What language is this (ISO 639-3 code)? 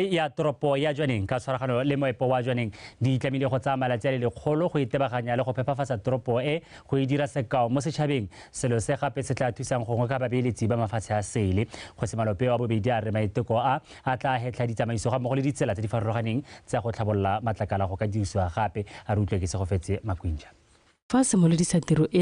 tsn